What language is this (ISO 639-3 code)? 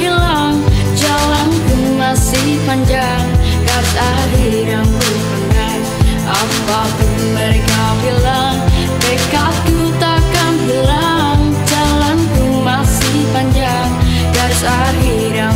ind